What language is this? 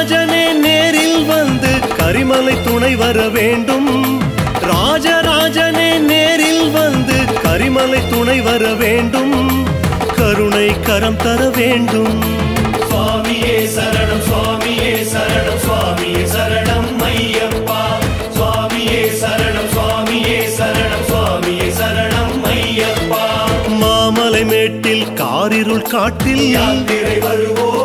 Tamil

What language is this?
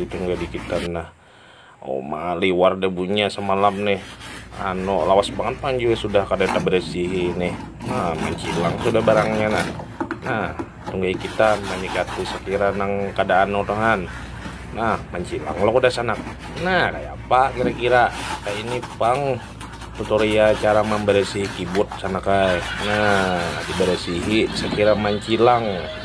Banjar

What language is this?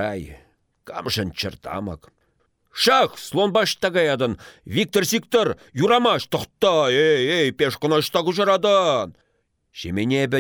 Chuvash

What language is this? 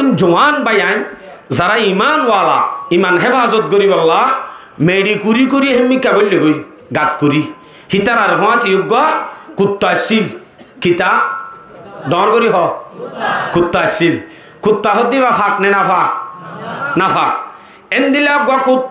Rohingya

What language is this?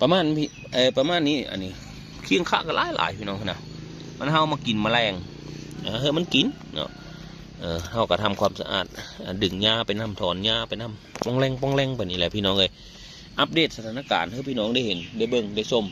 Northeastern Thai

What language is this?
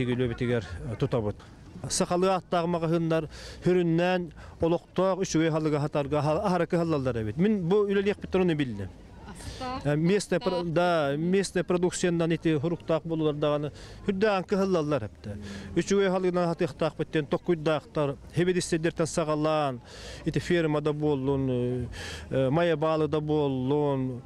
Yakut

